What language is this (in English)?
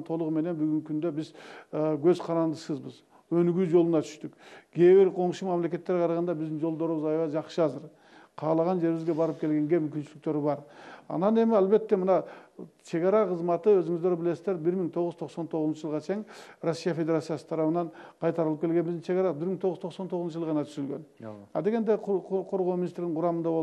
Kyrgyz